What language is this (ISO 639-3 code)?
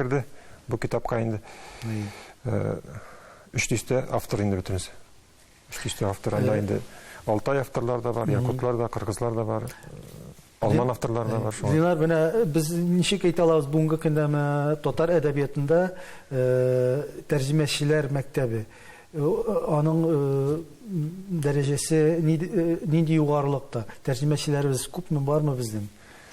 tat